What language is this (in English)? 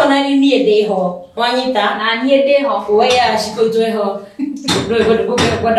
Kikuyu